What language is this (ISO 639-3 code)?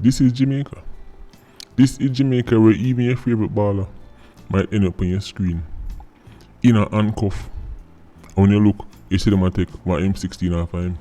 jam